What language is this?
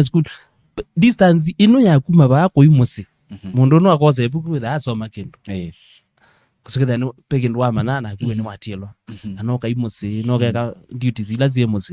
Kamba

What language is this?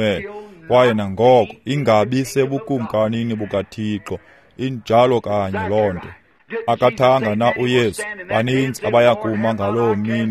Xhosa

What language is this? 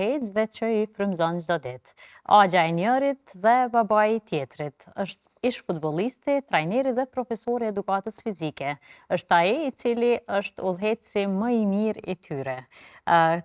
Albanian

